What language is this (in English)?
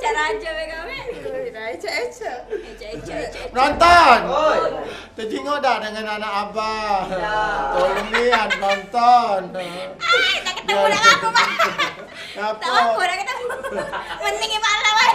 Musi